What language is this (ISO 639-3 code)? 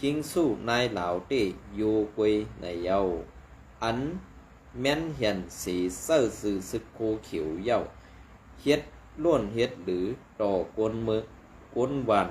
shn